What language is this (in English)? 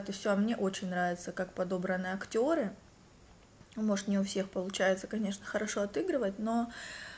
Russian